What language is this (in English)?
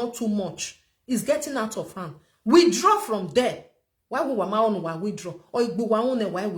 Nigerian Pidgin